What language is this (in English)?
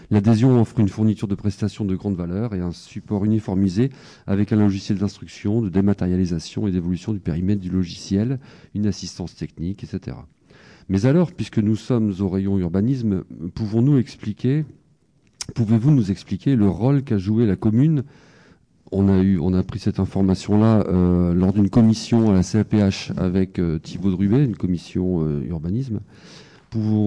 French